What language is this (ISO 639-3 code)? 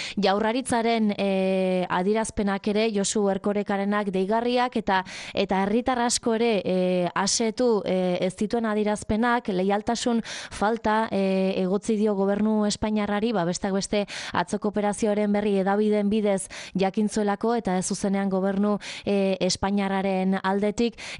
eus